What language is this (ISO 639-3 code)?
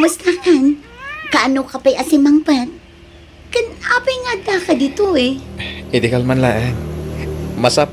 ilo